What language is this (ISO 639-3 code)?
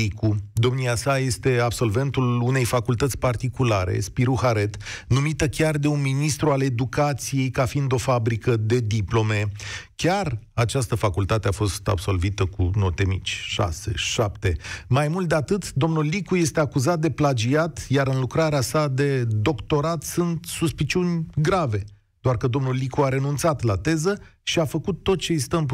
ron